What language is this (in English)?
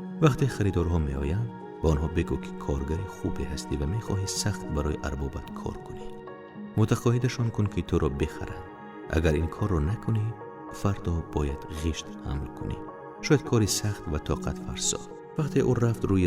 Tajik